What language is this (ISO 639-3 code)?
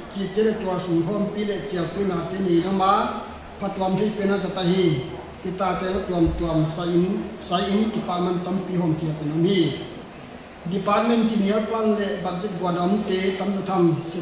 pck